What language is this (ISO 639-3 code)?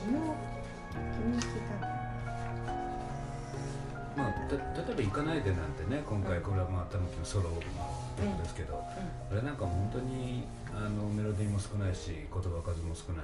jpn